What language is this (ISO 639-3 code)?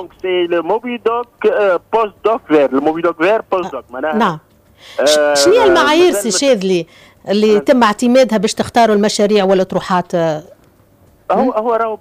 aeb